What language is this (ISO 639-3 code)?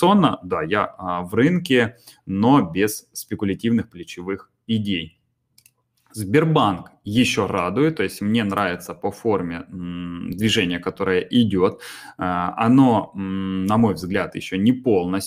rus